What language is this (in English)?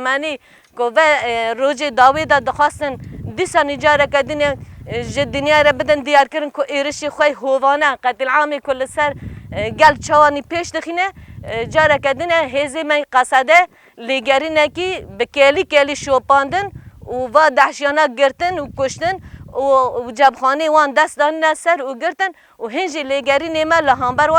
Kurdish